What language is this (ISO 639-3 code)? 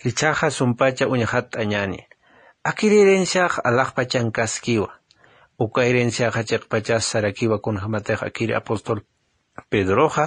aym